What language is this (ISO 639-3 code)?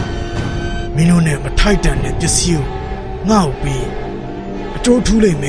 mya